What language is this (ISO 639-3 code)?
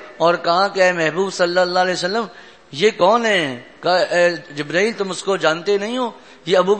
urd